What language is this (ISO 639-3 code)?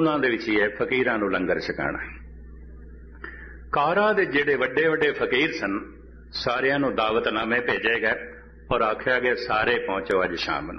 pan